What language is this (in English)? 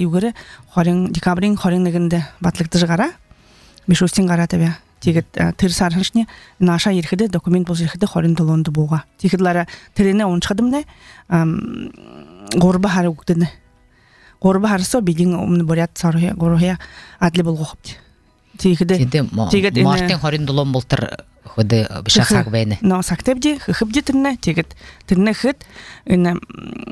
Buriat